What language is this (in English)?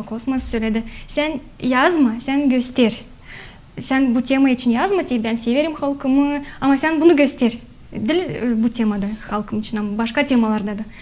Gagauz